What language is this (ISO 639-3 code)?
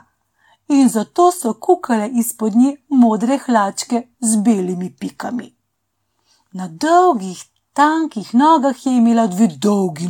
slv